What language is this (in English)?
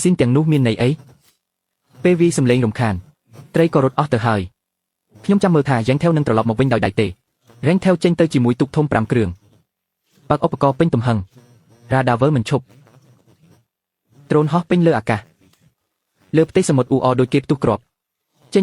Khmer